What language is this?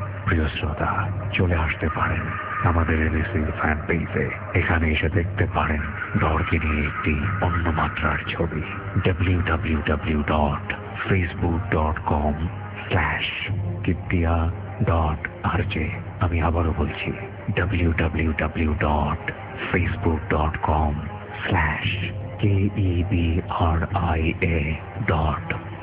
Bangla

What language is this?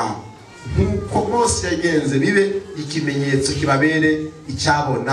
Rundi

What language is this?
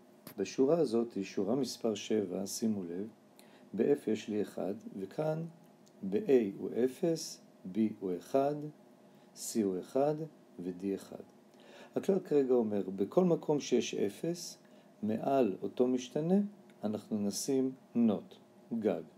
Hebrew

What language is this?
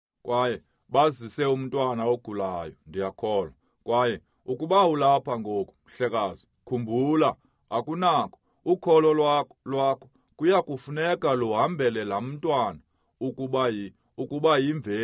Xhosa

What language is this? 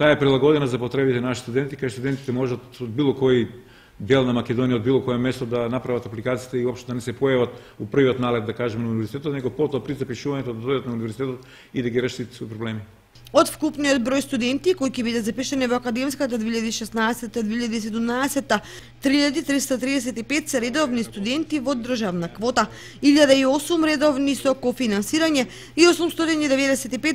Macedonian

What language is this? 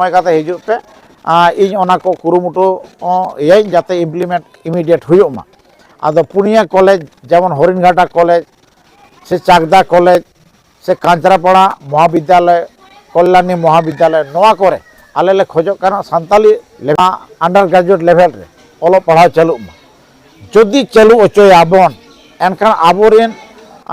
Santali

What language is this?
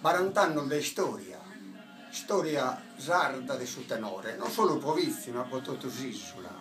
Sardinian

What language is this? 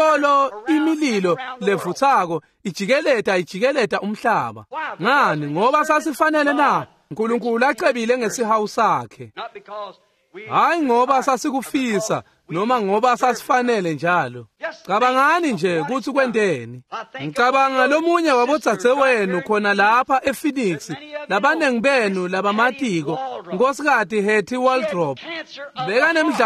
Swati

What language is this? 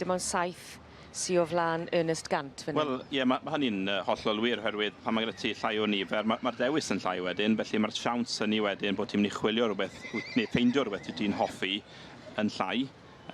Welsh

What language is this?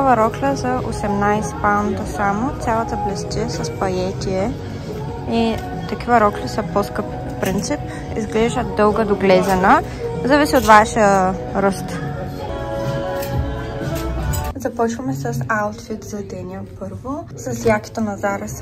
Bulgarian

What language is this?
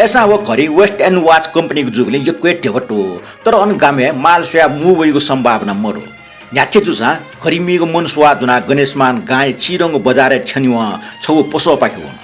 Newari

